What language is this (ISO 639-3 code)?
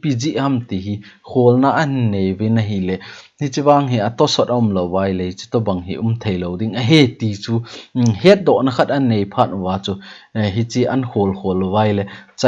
tcz